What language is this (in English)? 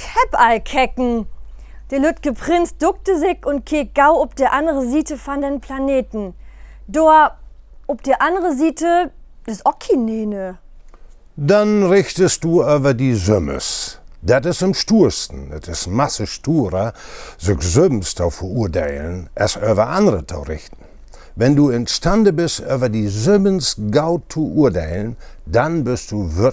Low German